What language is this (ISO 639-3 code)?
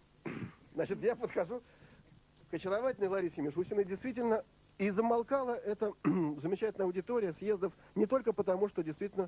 rus